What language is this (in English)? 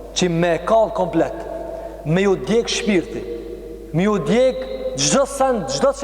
Albanian